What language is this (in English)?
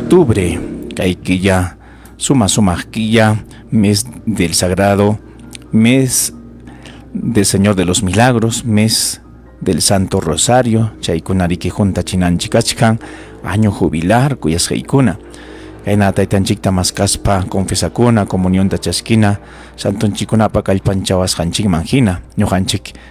Ayacucho Quechua